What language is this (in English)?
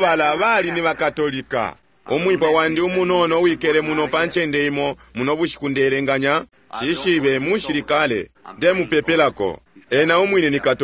Bemba